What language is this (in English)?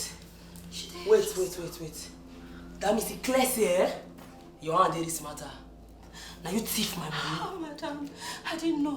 Nigerian Pidgin